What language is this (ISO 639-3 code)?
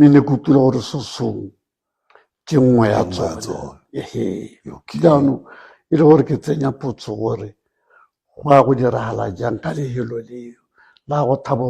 tsn